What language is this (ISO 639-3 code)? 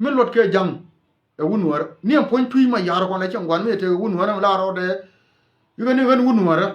nus